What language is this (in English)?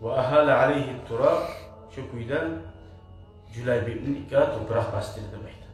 Kumyk